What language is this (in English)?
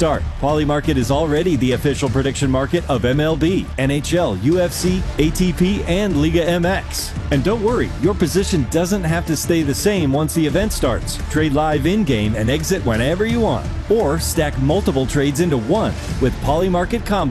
English